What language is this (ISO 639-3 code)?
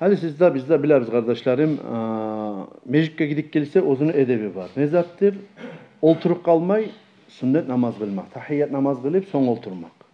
kum